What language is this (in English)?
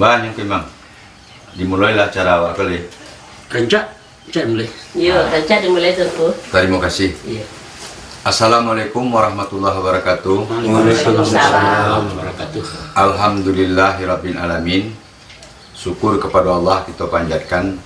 Minangkabau